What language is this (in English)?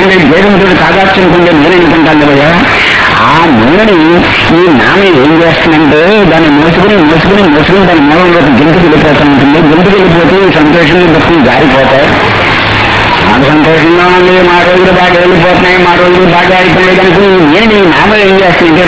Telugu